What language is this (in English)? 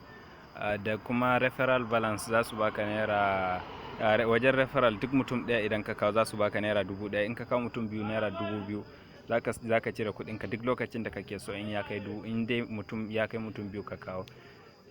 Hausa